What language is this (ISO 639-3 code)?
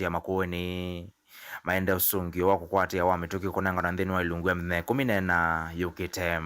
kam